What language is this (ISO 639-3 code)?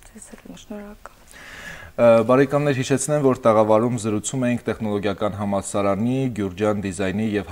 hye